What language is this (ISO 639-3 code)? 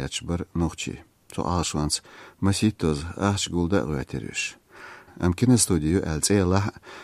che